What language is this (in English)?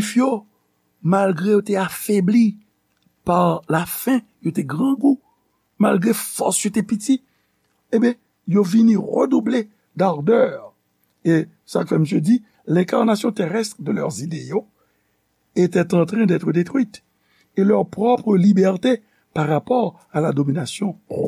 Haitian Creole